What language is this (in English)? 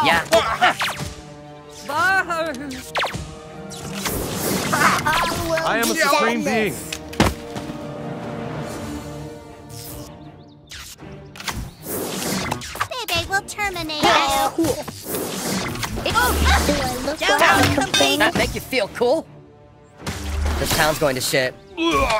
English